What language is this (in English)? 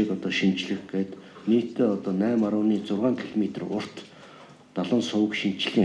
Mongolian